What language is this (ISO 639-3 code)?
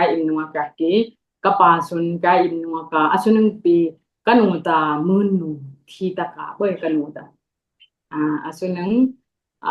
dis